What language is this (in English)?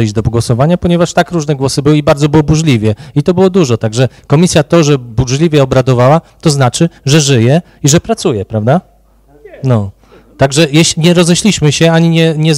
Polish